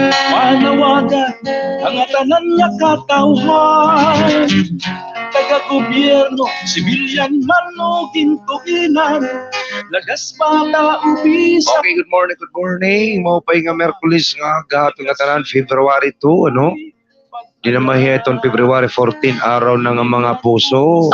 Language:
Waray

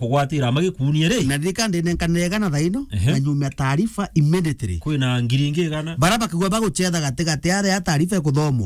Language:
Meru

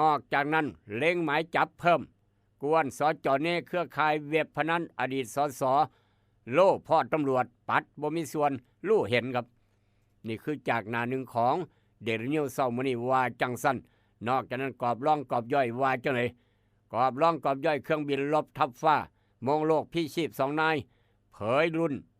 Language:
Northeastern Thai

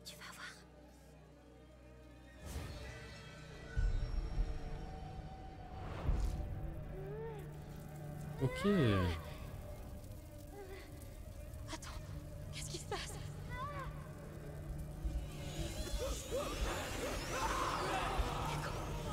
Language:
French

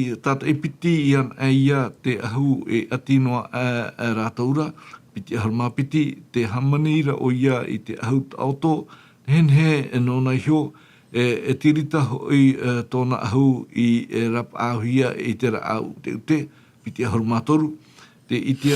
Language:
Tahitian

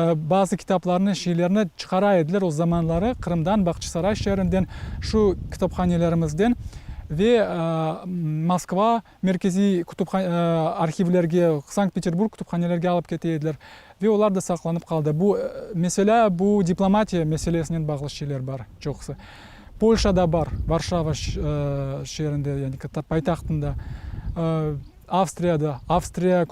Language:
Crimean Tatar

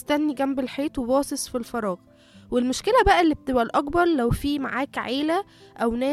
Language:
Egyptian Arabic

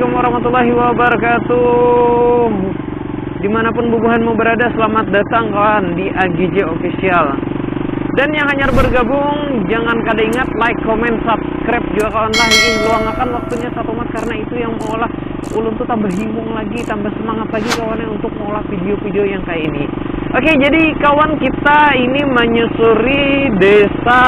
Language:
Banjar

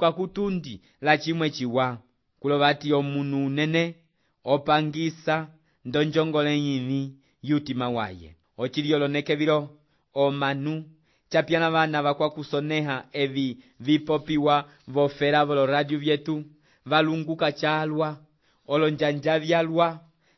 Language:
Umbundu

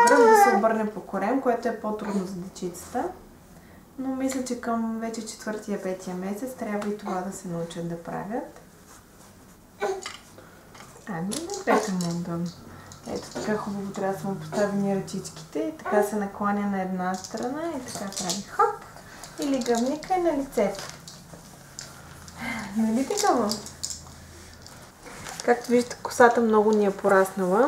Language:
Bulgarian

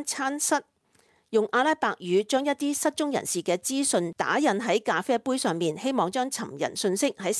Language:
Cantonese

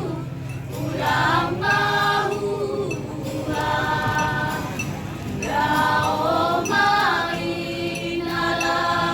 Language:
Batak Simalungun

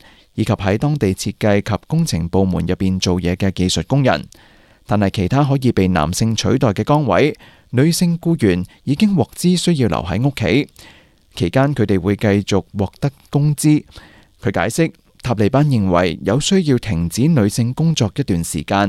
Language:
Cantonese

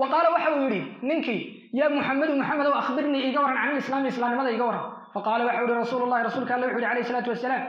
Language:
Somali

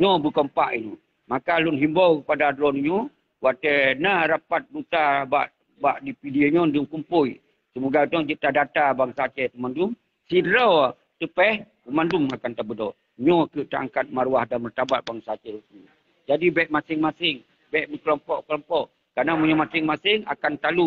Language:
Achinese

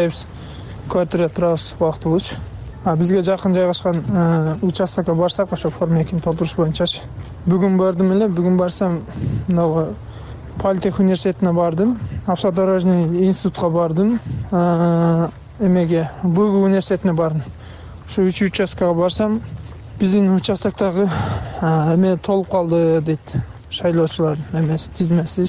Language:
Kyrgyz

